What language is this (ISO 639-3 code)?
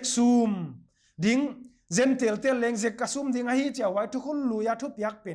pck